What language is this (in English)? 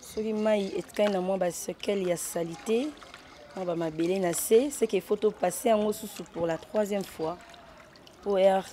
Lingala